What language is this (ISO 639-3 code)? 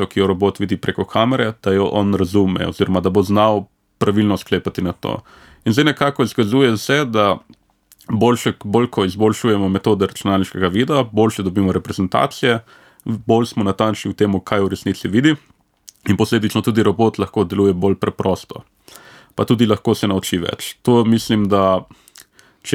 slv